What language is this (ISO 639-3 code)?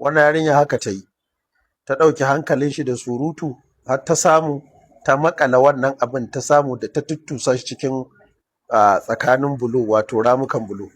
hau